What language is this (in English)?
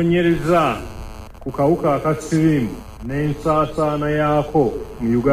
Ganda